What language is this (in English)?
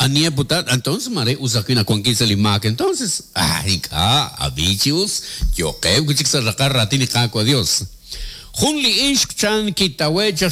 Kekchí